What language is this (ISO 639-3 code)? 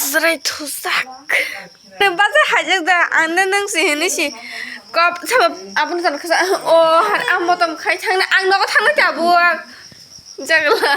trp